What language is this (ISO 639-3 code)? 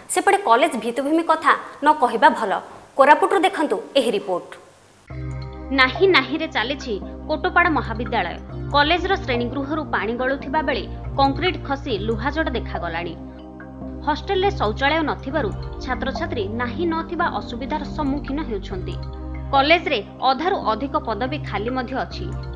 ori